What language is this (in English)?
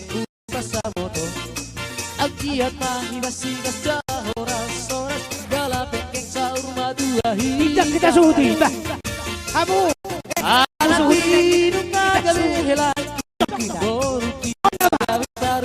Batak Toba